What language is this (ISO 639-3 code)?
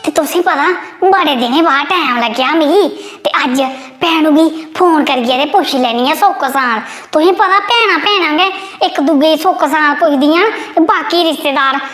doi